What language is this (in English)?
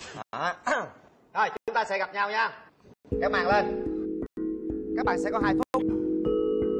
Vietnamese